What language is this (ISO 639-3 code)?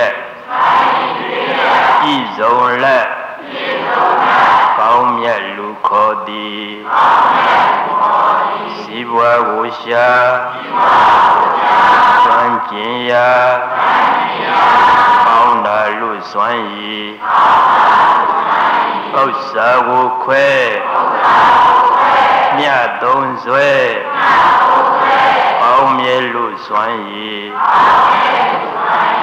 mya